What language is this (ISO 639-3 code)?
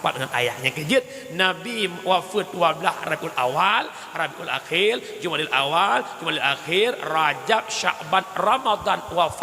ace